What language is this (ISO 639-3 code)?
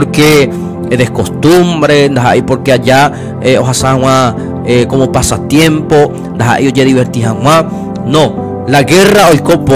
grn